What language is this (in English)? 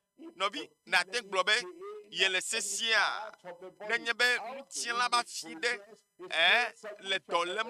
Ewe